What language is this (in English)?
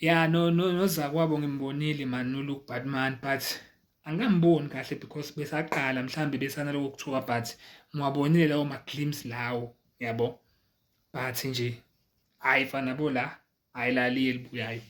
Zulu